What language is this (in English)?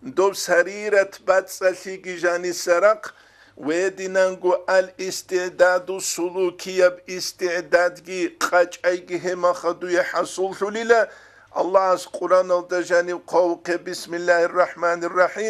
Avaric